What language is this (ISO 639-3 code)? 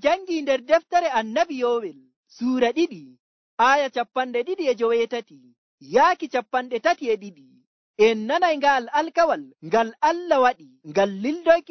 fuv